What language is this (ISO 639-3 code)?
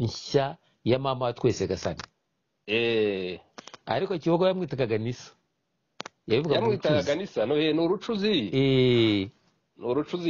kin